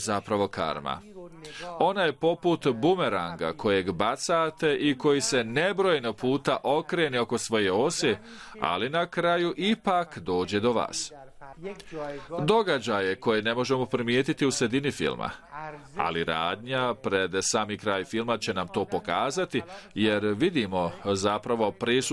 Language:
Bosnian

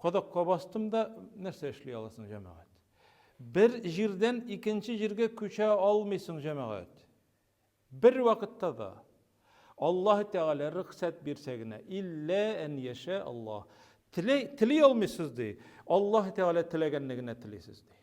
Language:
Tatar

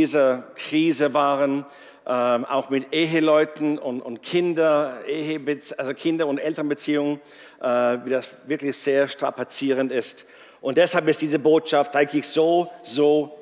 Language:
Swiss German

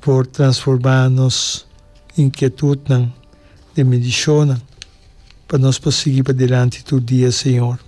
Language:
Papiamento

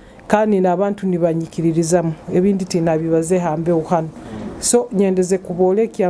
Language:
Nyoro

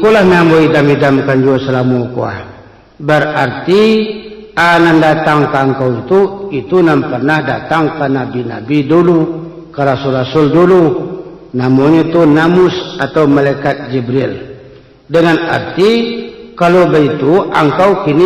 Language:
Minangkabau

